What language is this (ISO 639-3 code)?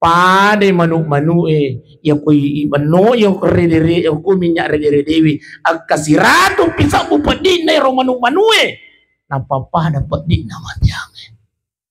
bug